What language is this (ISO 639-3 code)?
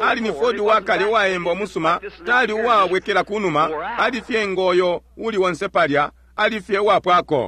bem